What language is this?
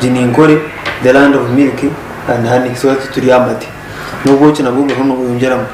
Nyankole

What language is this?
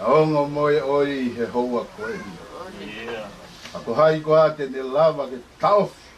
Tongan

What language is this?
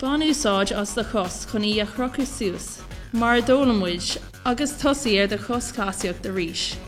Irish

